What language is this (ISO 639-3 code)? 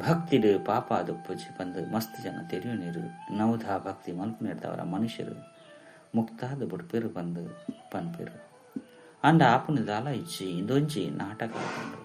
tcy